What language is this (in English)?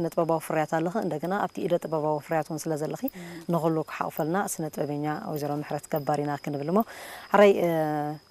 Tigrinya